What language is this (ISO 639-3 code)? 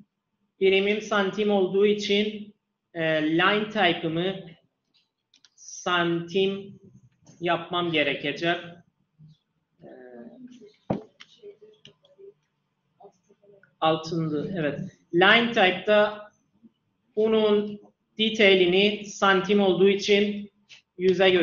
tur